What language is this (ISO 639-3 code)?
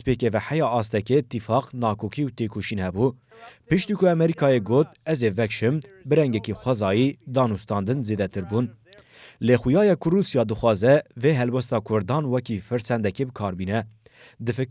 kur